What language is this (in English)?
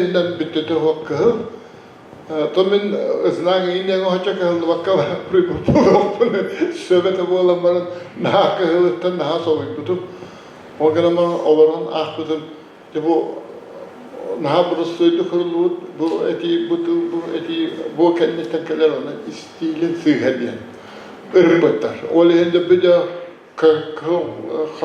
Yakut